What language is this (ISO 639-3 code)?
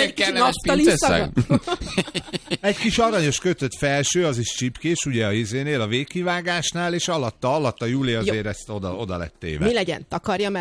hun